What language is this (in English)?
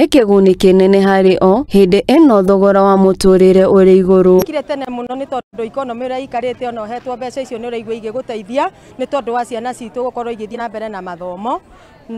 Kikuyu